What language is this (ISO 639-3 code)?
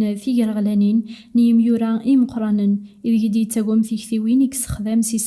kab